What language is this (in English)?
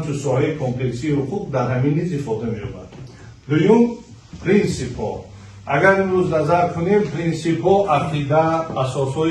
Tajik